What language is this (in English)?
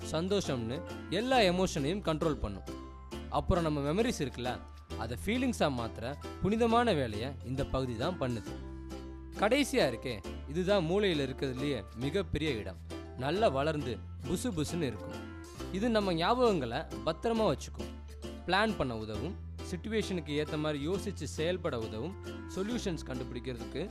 Tamil